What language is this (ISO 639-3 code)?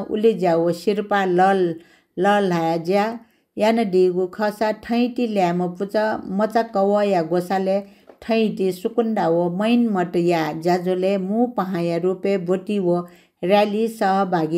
new